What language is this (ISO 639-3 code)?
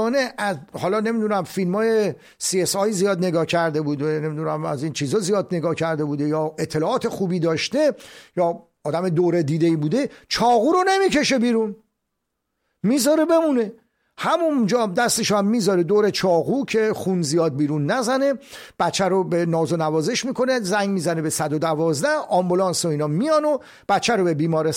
fas